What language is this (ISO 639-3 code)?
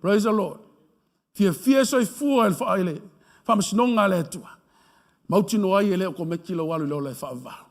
smo